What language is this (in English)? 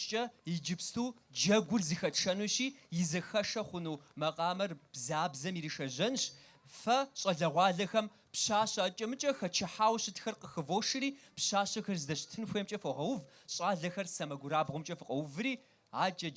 Kabardian